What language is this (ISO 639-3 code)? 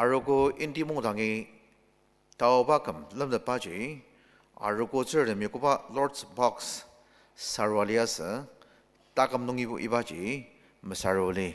njo